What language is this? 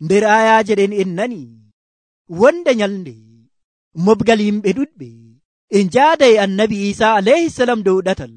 Nigerian Fulfulde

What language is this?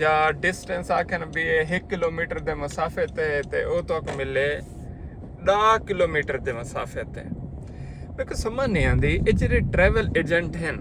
Saraiki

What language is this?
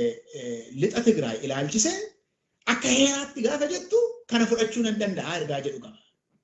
Oromo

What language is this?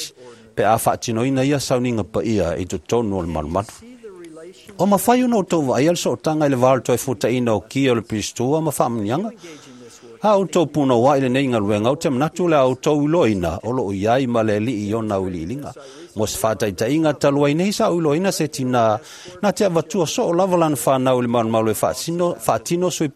Samoan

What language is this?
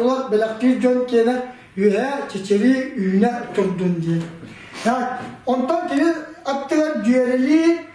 Yakut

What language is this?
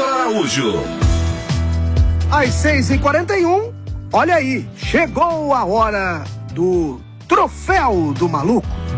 Portuguese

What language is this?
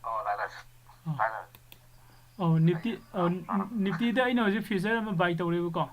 Manipuri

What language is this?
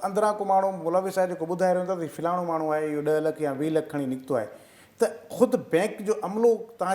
Sindhi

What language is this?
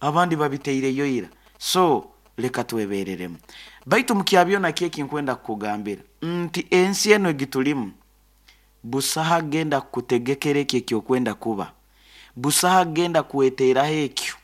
Nyoro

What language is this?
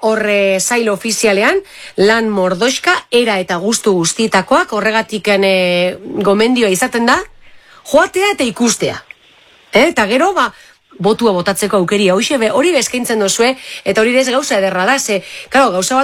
Basque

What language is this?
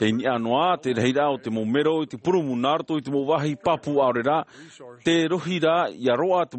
Tahitian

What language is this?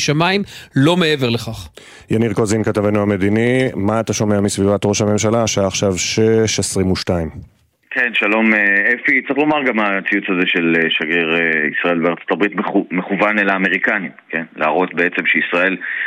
Hebrew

